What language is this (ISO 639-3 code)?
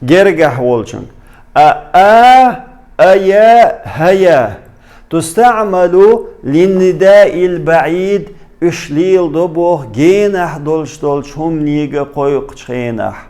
che